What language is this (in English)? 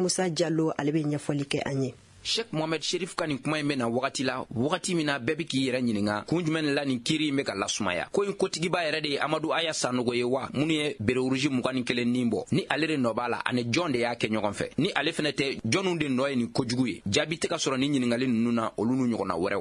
Bambara